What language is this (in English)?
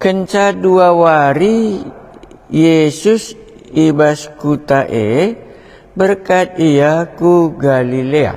Batak Karo